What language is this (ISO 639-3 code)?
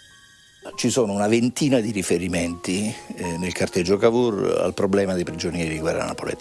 ita